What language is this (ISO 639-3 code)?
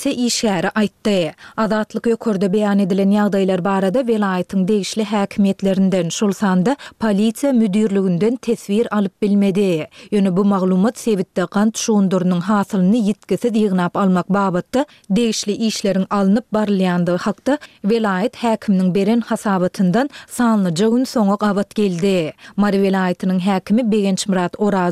tuk